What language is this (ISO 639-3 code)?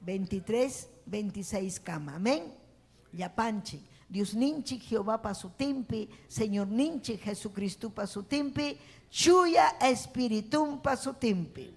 quy